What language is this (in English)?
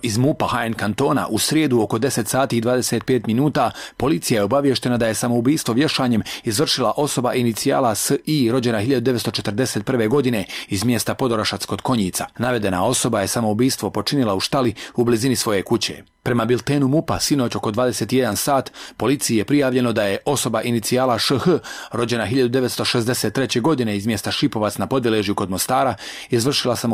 Bosnian